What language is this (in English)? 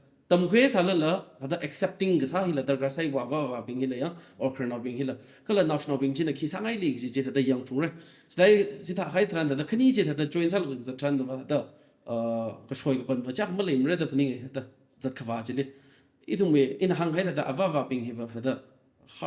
Tangkhul Naga (India)